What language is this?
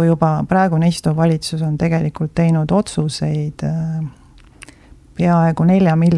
Estonian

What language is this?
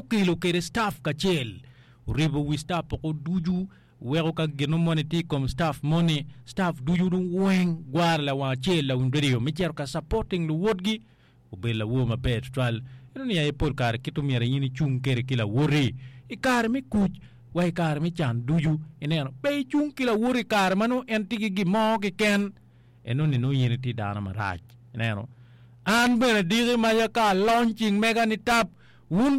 Acoli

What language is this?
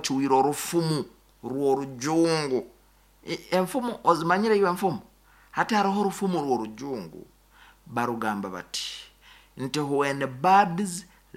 Nyankole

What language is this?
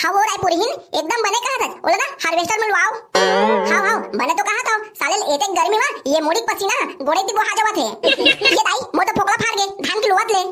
Chhattisgarhi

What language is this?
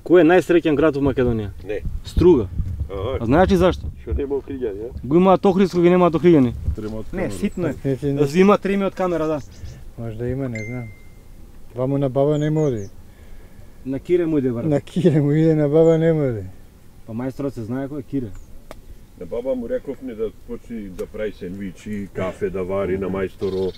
Macedonian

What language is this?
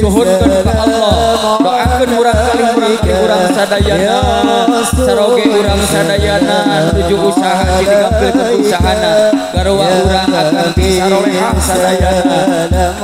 Sundanese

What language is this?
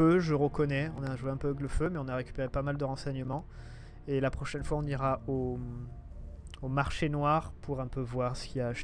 French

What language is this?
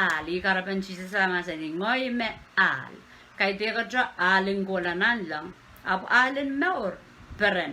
Pohnpeian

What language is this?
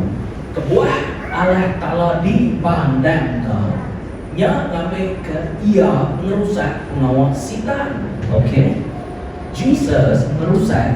Iban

